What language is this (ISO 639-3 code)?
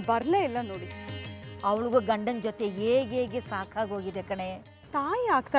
kan